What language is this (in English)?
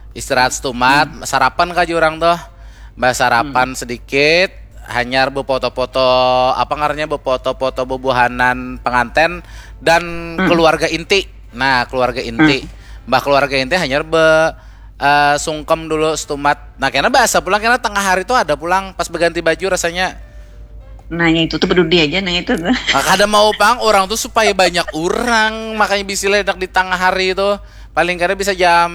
Banjar